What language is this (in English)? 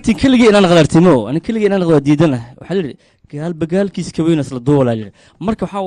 Somali